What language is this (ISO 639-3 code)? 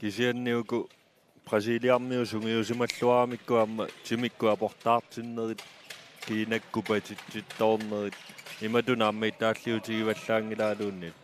kal